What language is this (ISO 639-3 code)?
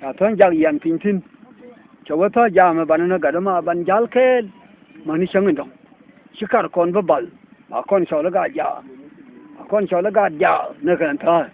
nus